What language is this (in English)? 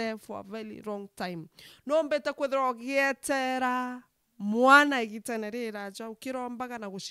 Meru